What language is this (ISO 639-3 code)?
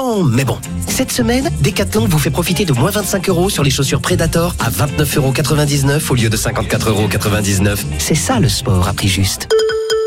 fra